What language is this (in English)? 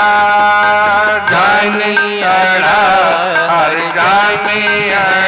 Hindi